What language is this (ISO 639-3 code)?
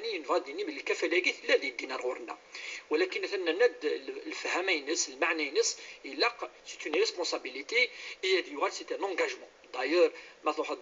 kab